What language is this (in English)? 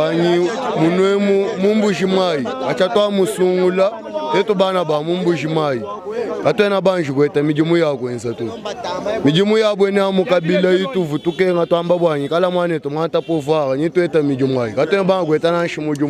Luba-Lulua